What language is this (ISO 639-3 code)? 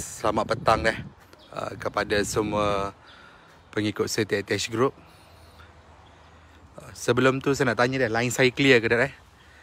msa